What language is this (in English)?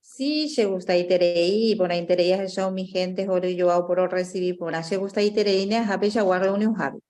Guarani